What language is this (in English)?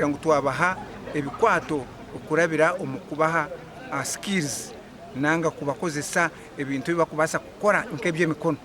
Nyankole